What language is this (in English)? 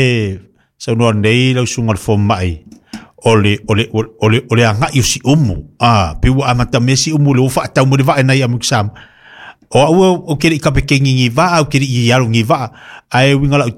Samoan